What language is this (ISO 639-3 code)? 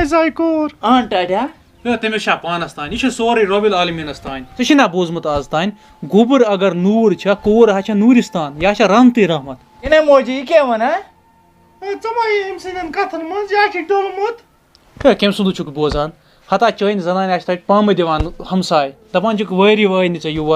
kas